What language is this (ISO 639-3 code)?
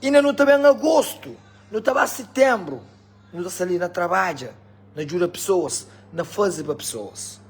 kea